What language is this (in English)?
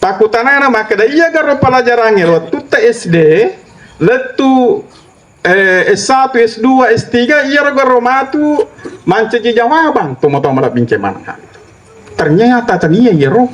Buginese